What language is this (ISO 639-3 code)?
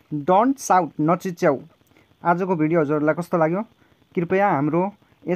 nep